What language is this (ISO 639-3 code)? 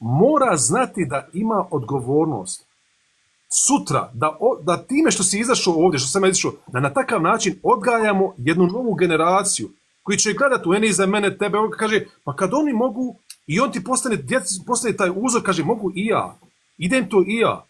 bos